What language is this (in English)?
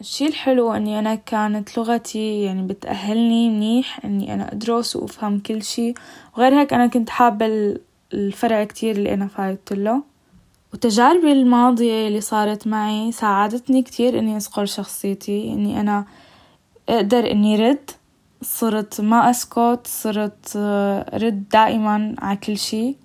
North Levantine Arabic